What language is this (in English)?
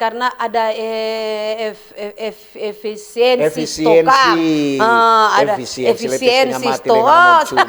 Manado Malay